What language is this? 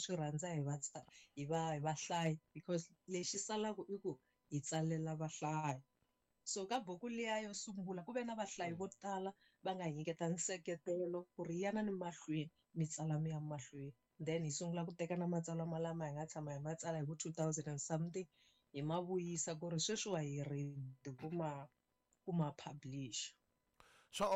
Tsonga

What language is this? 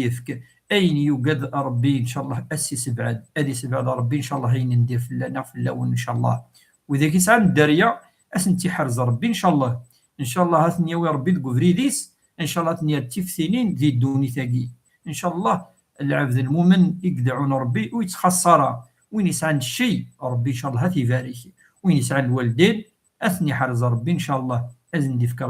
Kabyle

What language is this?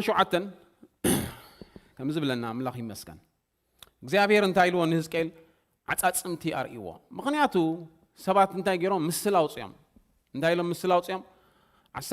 Tigrinya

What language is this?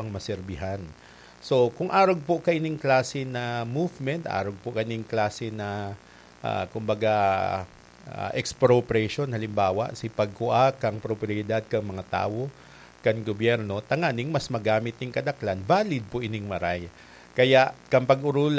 Bikol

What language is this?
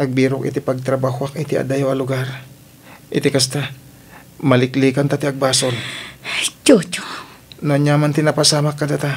Iloko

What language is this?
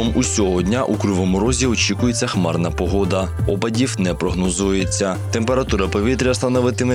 Ukrainian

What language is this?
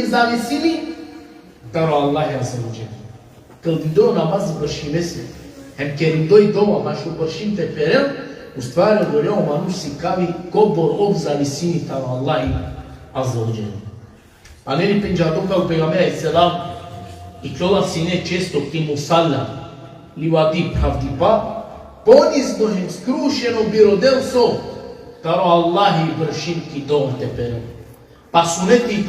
Balkan Romani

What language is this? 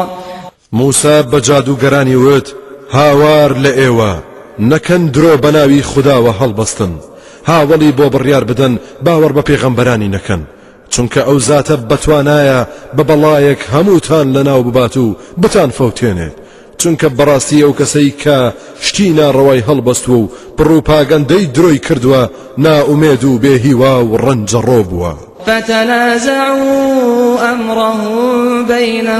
Central Kurdish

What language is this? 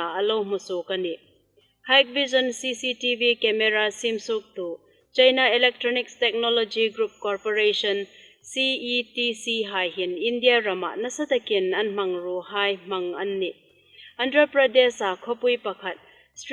Hmar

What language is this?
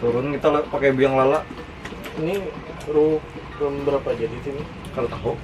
Banjar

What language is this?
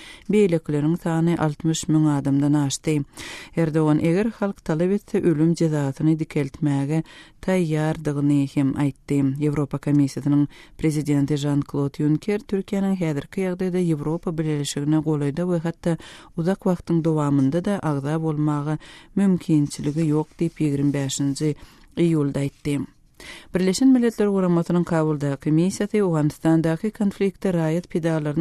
Turkmen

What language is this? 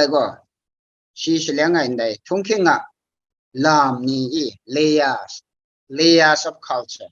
Kachin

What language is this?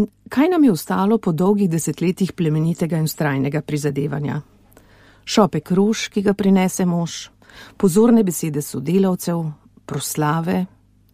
Slovenian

